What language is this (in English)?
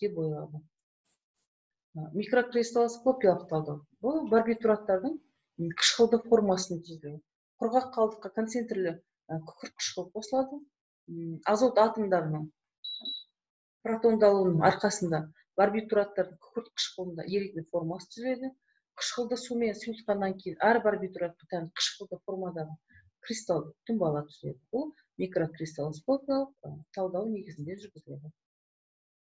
Kazakh